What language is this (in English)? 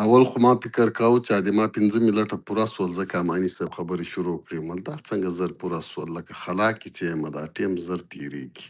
Pashto